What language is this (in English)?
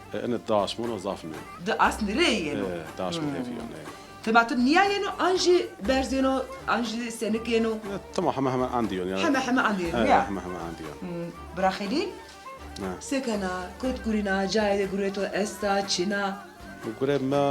Zaza